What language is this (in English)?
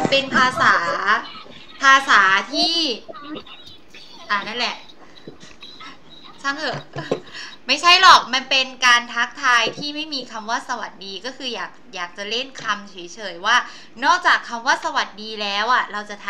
Thai